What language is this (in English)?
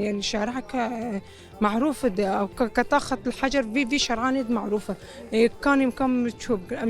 Kurdish